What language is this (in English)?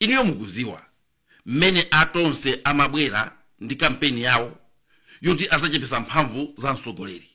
Nyanja